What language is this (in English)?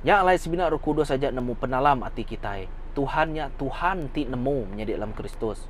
Iban